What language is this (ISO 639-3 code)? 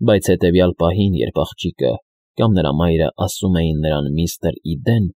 hye